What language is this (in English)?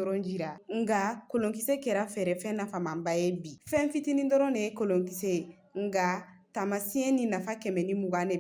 Bambara